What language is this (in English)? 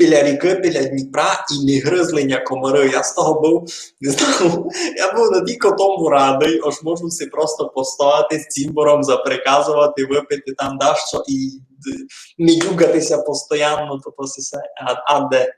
Rusyn